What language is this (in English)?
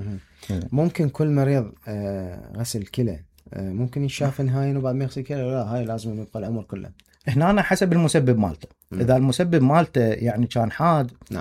Mesopotamian Arabic